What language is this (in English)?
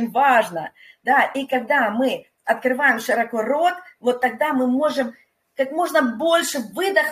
Russian